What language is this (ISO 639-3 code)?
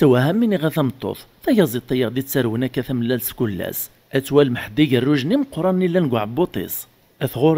kab